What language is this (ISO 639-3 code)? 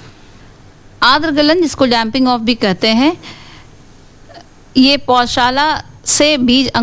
hin